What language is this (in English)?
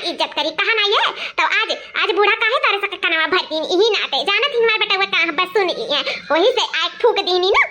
Awadhi